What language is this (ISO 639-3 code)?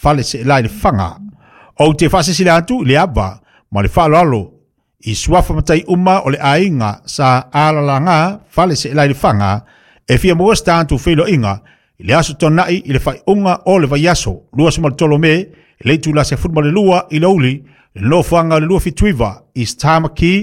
smo